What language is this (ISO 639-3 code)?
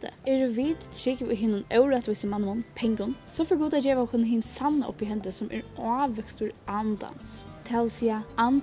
fao